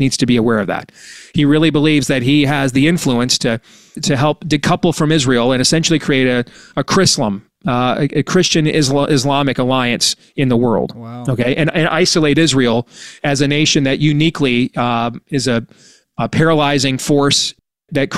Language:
English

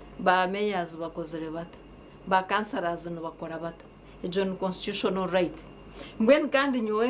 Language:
Nyankole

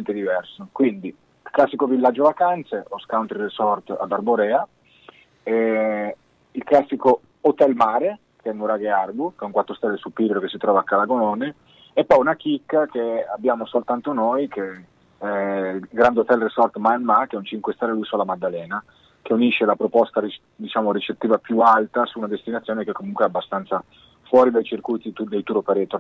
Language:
Italian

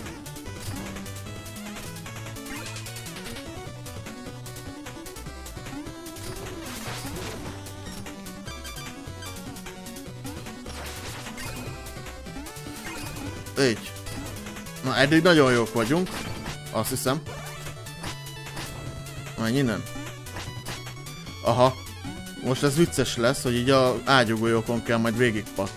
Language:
Hungarian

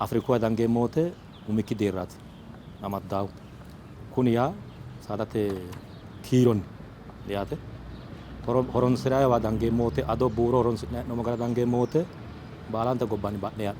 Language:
Sidamo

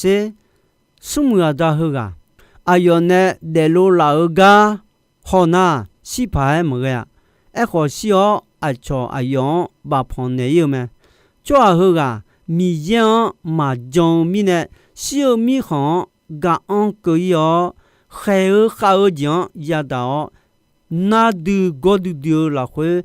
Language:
Akha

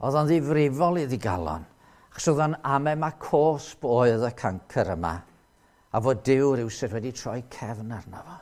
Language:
Welsh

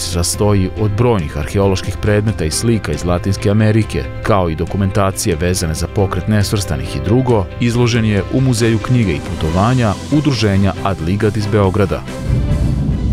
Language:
Serbian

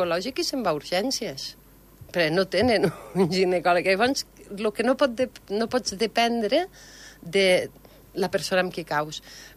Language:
Catalan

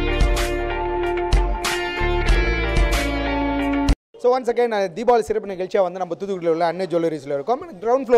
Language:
Tamil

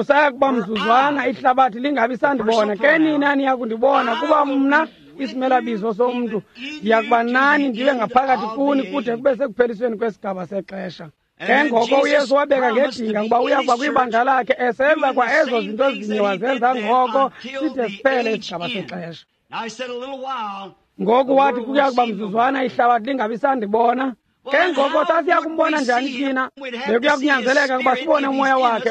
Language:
Xhosa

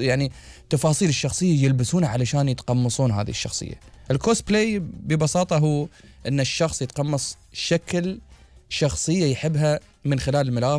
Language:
Gulf Arabic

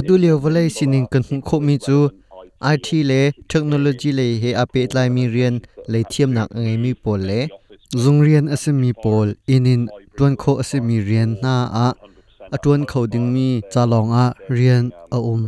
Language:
Hakha Chin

